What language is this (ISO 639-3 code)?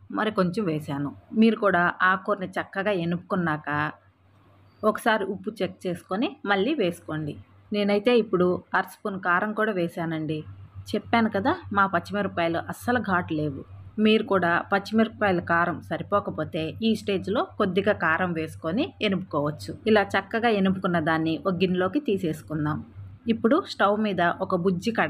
tel